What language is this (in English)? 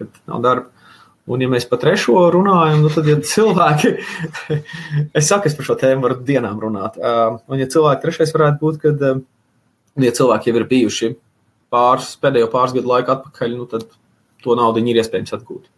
Latvian